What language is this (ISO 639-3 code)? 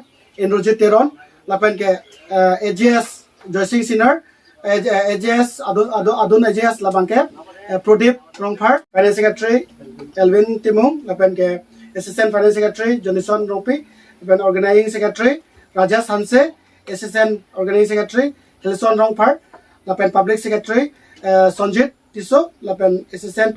mjw